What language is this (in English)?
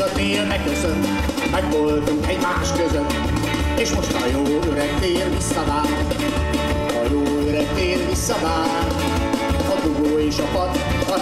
Hungarian